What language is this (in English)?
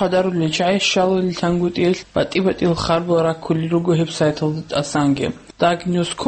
Avaric